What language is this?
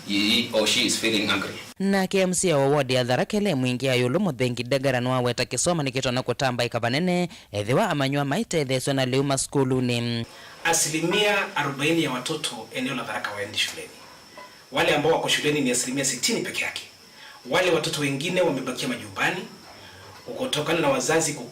Kamba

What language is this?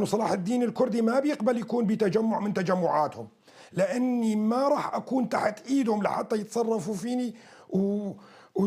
North Levantine Arabic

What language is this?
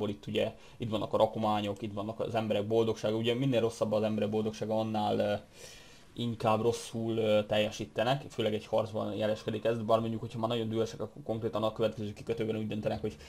Hungarian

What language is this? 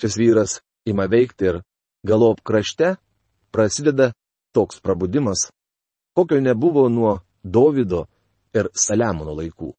Lithuanian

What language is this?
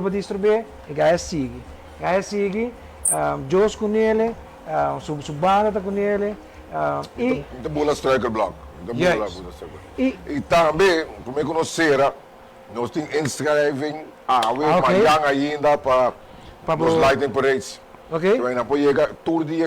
Papiamento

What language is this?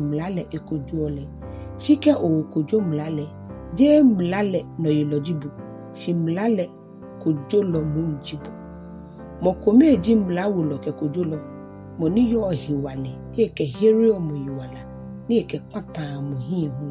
Ga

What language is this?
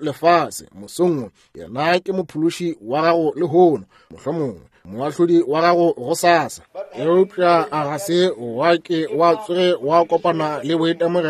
Northern Sotho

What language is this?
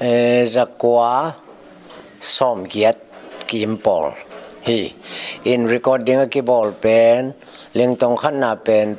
Tedim Chin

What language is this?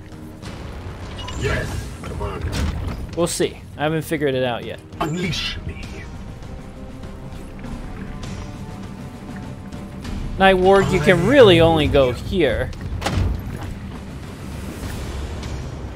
English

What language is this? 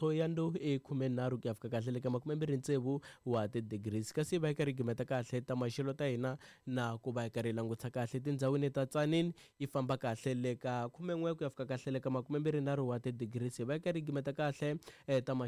Tsonga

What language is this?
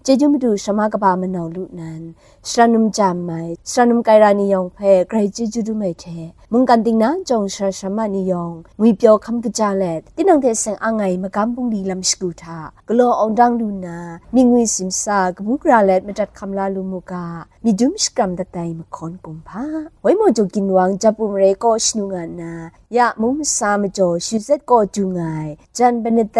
Kachin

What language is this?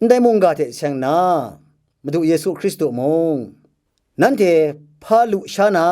Kachin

